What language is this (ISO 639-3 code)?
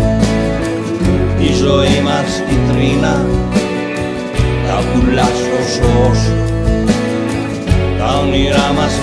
ell